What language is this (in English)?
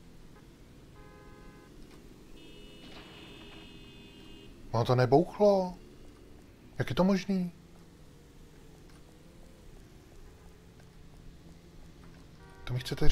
Czech